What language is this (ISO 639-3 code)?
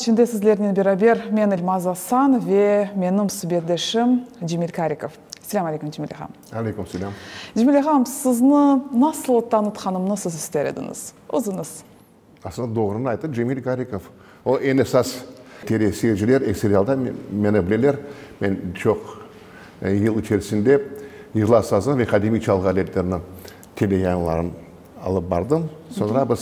crh